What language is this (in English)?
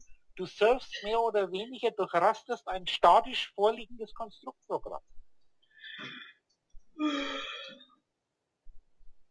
German